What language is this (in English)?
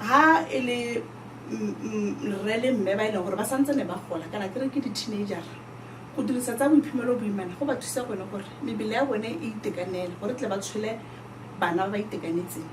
Tswana